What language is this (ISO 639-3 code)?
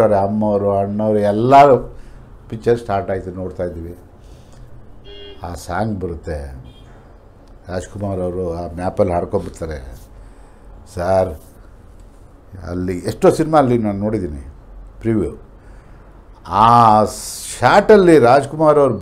kan